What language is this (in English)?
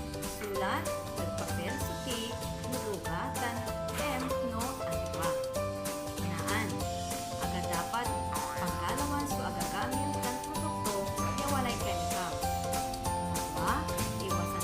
Pangasinan